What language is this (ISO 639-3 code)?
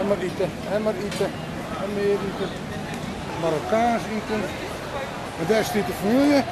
fry